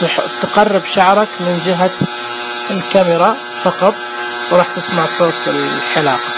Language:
Najdi Arabic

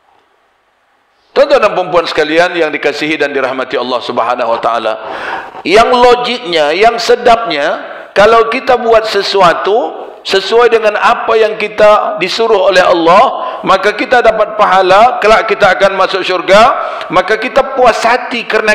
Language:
Malay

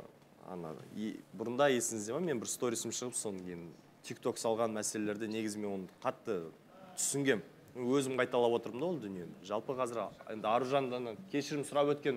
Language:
Kazakh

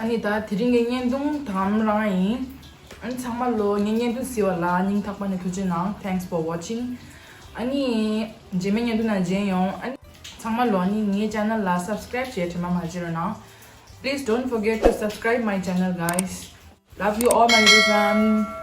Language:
Tibetan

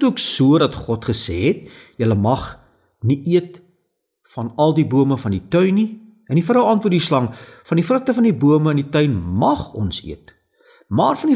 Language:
Afrikaans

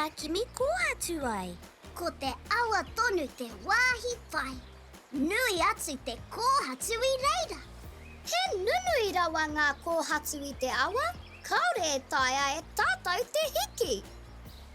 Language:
Māori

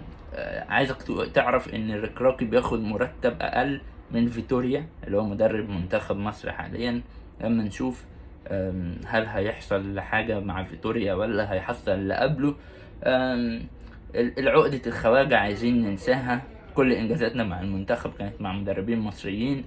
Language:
Egyptian Arabic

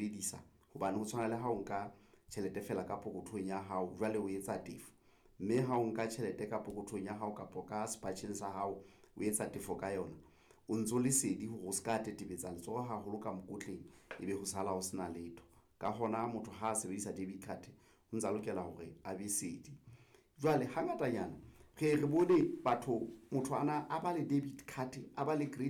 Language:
Southern Sotho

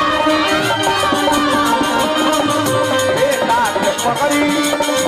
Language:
Bhojpuri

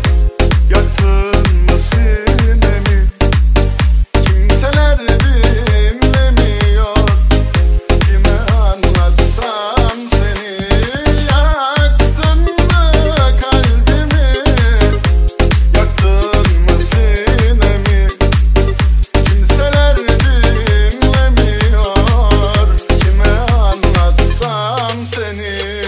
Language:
Turkish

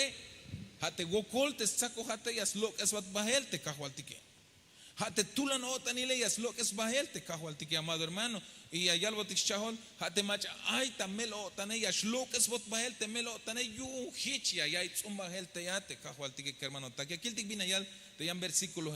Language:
Tzeltal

